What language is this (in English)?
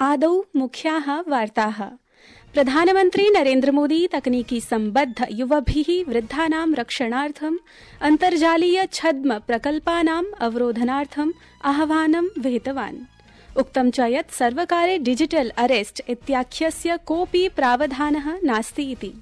Sanskrit